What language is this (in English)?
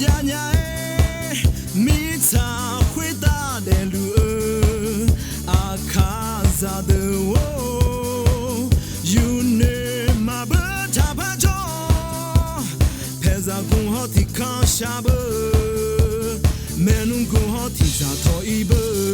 Akha